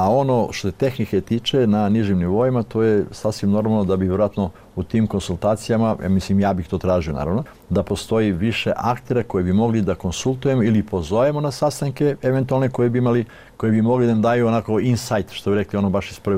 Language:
Bosnian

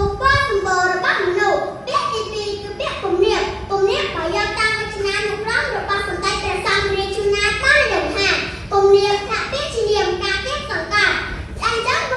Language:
Khmer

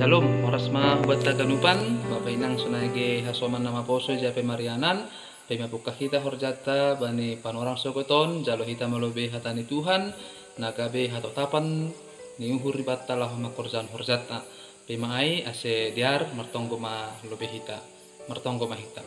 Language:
Batak Simalungun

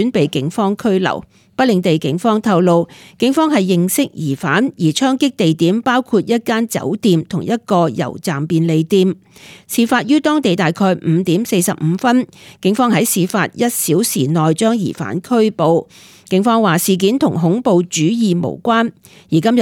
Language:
Cantonese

